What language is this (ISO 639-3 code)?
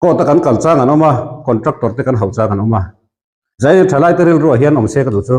lus